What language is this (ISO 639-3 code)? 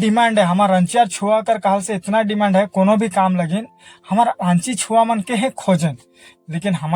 sck